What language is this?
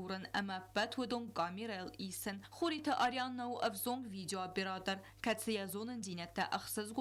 Ossetic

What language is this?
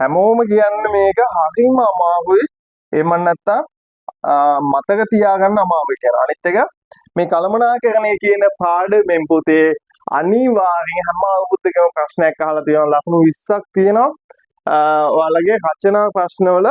Sinhala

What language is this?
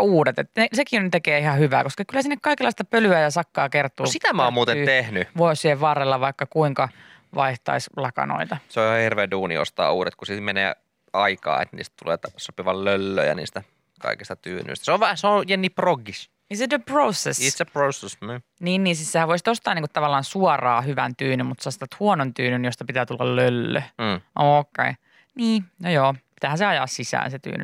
Finnish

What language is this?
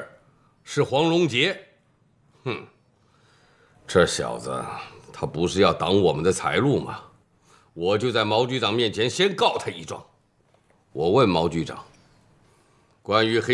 Chinese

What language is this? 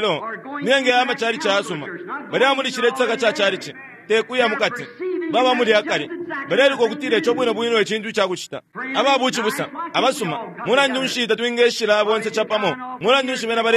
Bemba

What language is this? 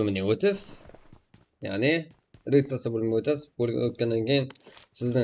Kara-Kalpak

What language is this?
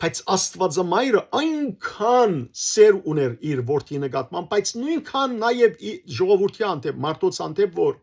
Western Armenian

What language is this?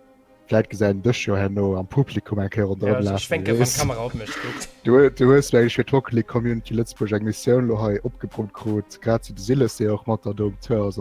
Luxembourgish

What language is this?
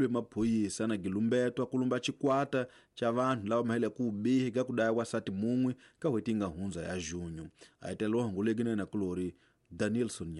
Tsonga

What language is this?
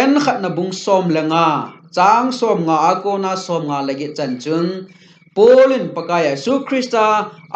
Thado Chin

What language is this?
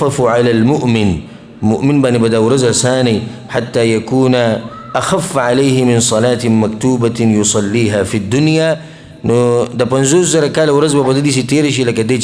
Pashto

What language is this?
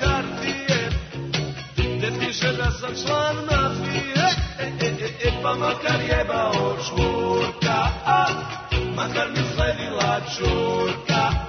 Serbian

